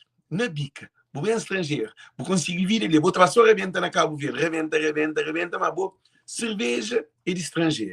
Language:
Kabuverdianu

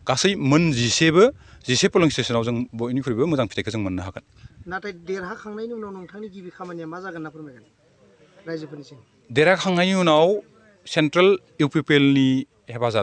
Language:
Bodo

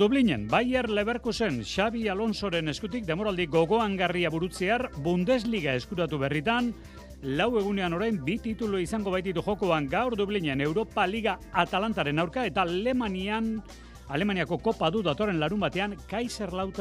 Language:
Basque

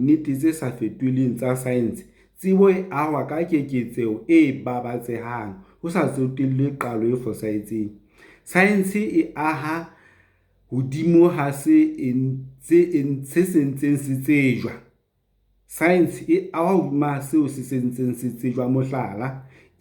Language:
Southern Sotho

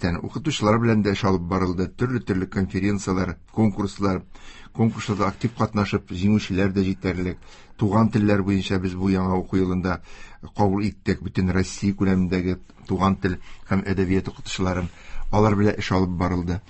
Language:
Tatar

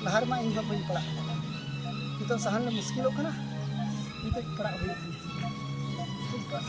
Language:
Santali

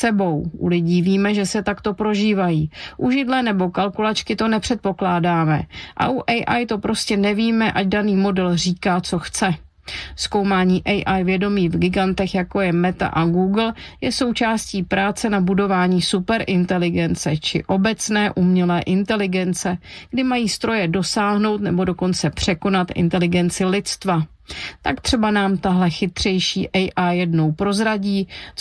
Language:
Czech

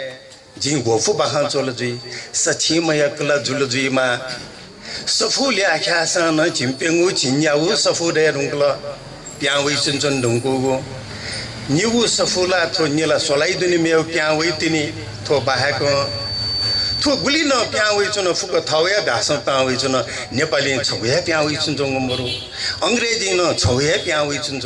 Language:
Newari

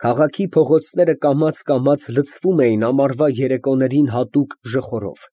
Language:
Armenian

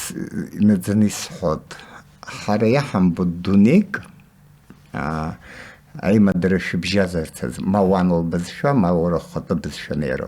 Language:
Abkhazian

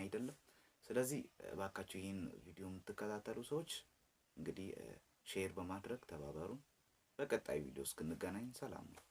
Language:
Amharic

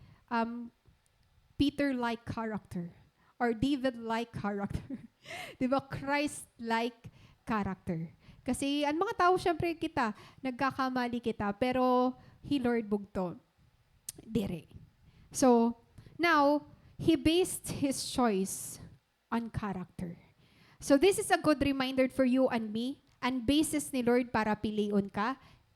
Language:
Waray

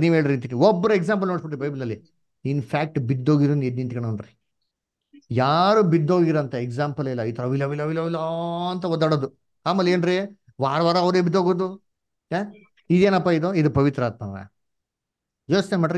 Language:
Kannada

